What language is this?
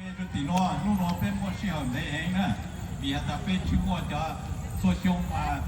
Hmong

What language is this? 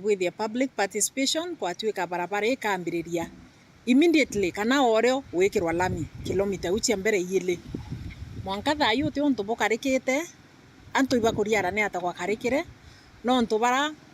Meru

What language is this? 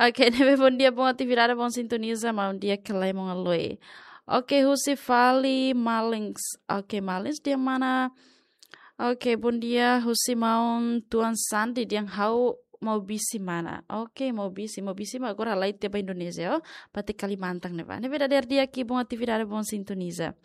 Tetum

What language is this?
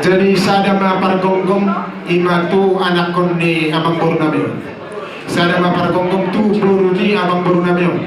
Batak Toba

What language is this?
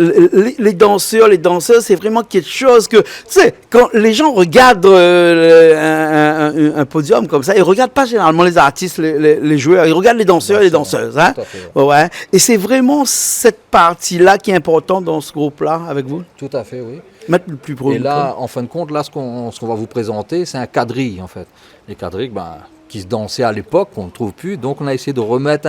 Réunion Creole French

